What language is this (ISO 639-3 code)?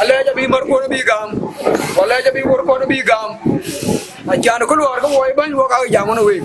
din